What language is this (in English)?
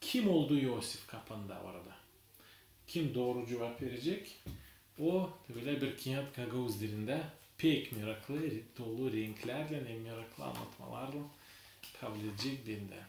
Gagauz